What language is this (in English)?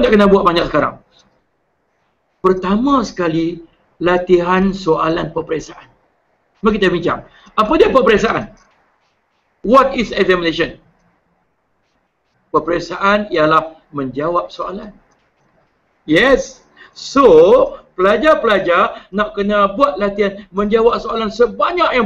Malay